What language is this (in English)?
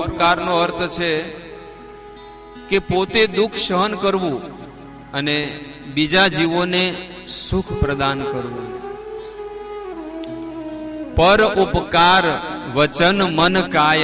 Gujarati